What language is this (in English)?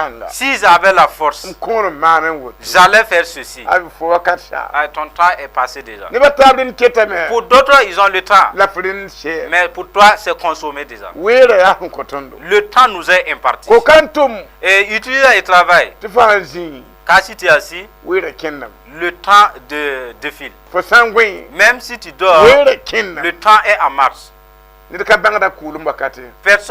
Mossi